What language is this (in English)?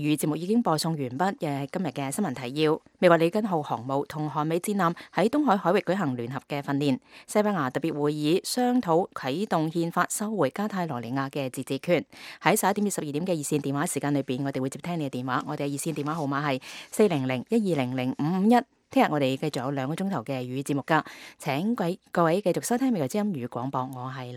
Cantonese